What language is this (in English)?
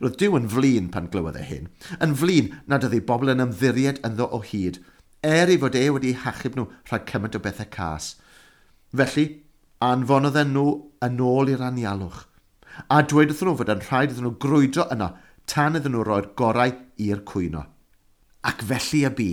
Welsh